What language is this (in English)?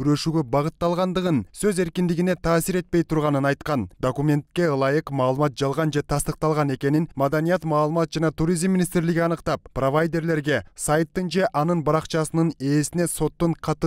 Kyrgyz